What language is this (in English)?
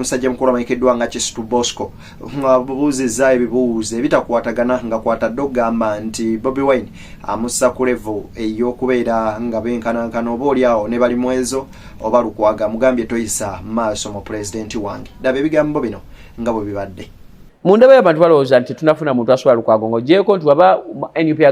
Ganda